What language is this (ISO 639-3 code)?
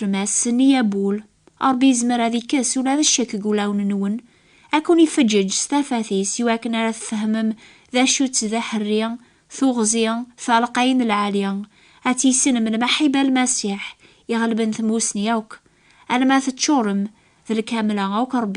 kab